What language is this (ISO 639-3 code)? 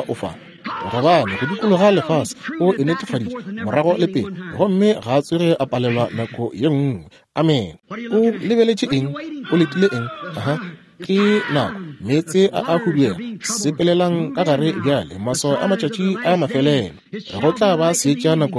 nso